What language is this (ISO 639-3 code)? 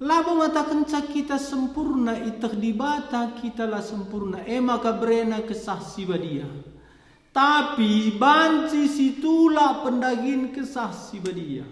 btx